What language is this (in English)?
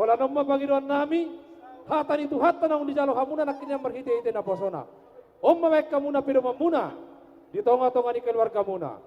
Batak Toba